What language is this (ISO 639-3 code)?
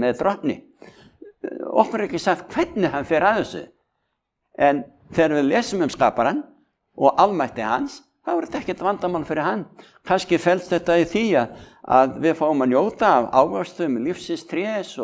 isl